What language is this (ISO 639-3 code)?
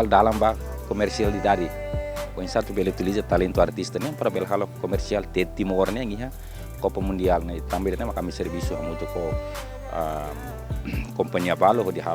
tet